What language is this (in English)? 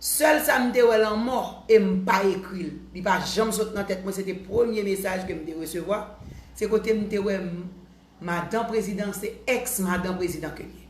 Haitian Creole